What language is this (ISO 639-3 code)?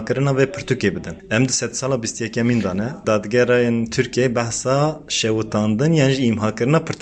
kur